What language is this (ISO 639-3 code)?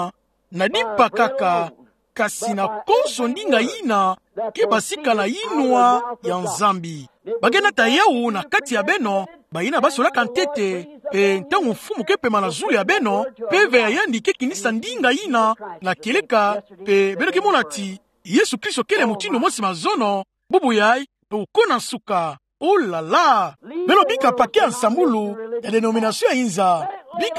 ktu